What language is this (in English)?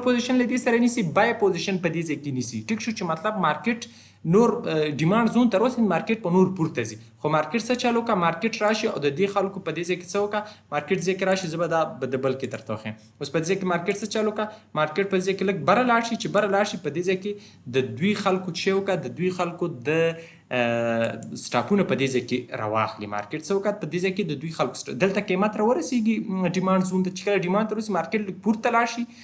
Pashto